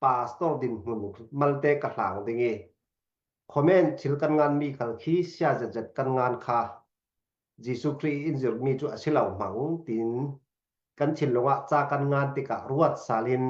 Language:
Falam Chin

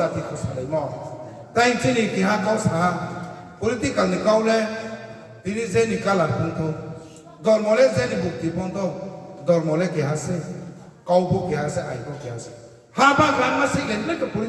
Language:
Riang (India)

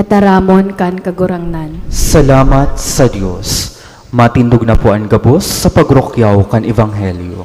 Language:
Bikol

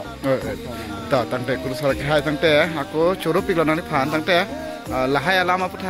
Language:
Karbi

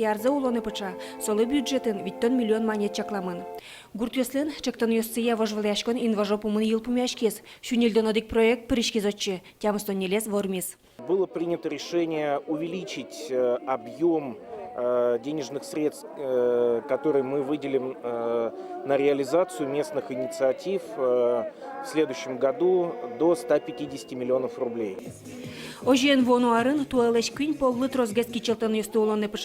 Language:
Udmurt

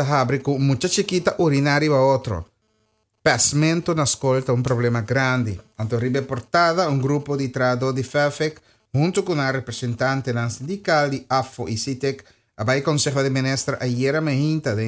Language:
Papiamento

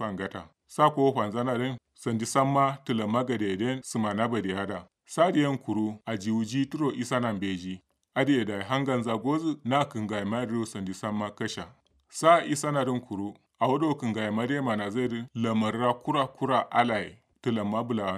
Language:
Kanuri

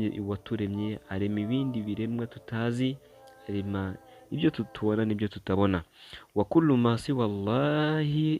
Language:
Kinyarwanda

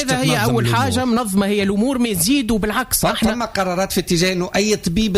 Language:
Tunisian Arabic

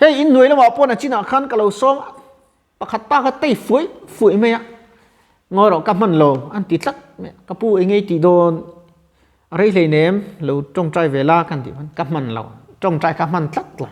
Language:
Mizo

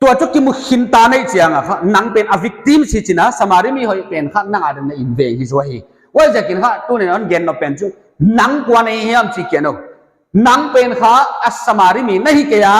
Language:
Paite Chin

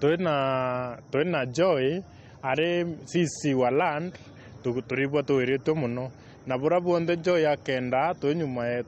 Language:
Meru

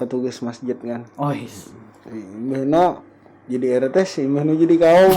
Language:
Banjar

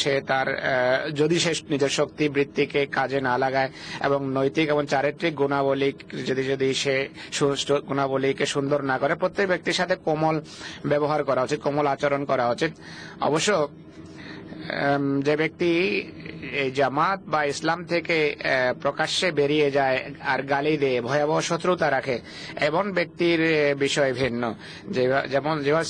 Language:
Bangla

